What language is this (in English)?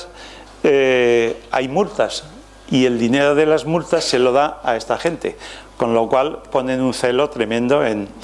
Spanish